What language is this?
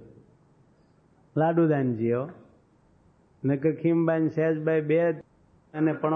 Gujarati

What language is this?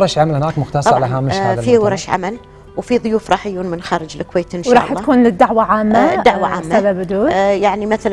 Gulf Arabic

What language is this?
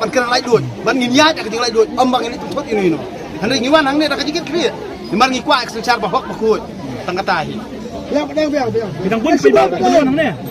Khasi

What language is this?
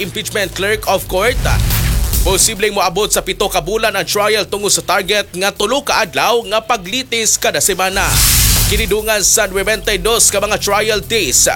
Cebuano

